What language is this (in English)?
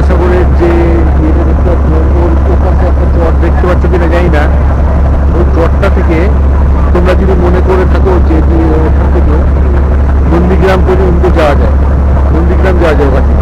Bangla